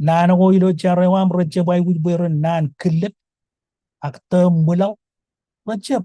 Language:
Marshallese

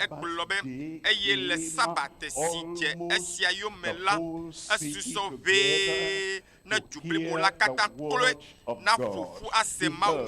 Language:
Ewe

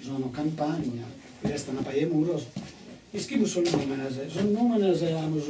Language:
Sardinian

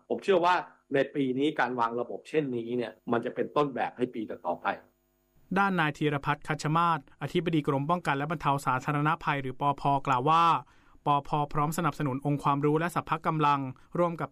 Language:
Thai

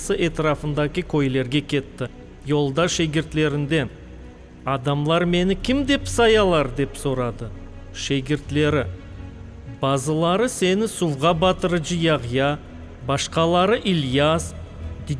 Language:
Crimean Tatar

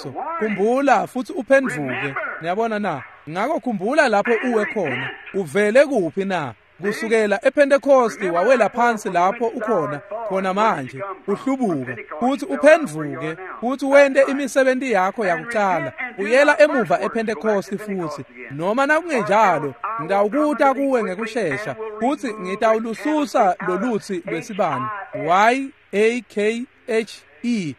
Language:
Swati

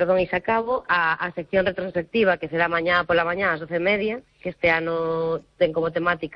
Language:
Galician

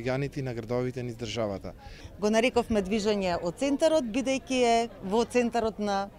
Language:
Macedonian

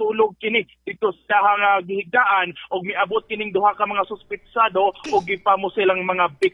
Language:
Cebuano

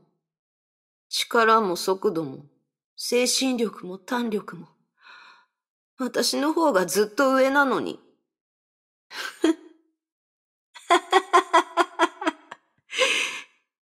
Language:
Japanese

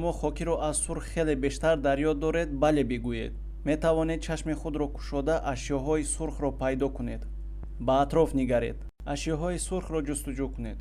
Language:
Tajik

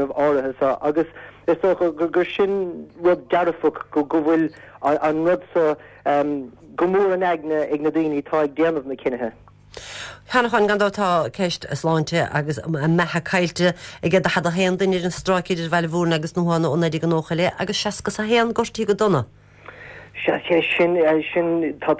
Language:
Irish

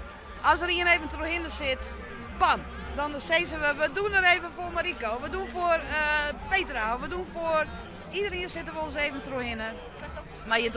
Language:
Western Frisian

